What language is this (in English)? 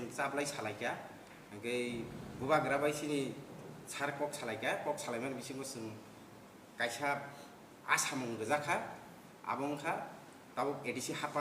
Kok Borok